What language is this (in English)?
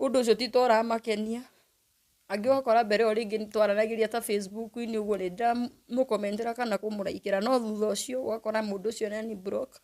Kikuyu